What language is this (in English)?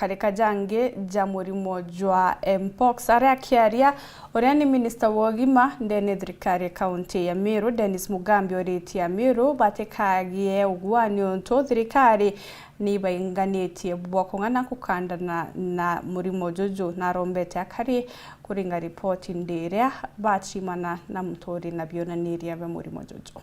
Meru